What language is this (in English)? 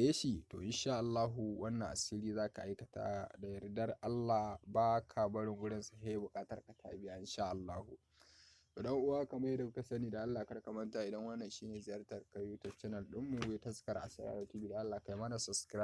Hausa